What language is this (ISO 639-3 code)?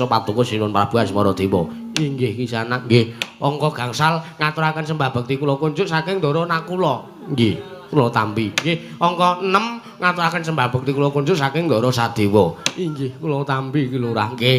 jav